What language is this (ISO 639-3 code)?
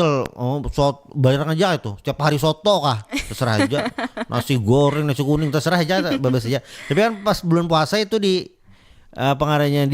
bjn